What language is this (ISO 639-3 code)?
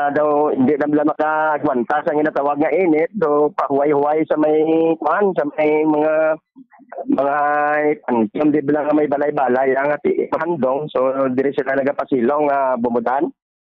hil